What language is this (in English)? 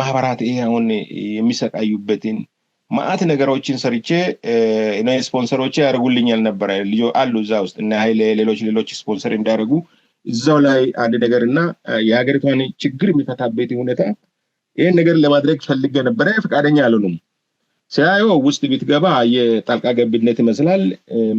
Amharic